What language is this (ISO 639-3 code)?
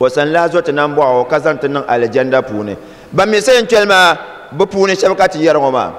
dag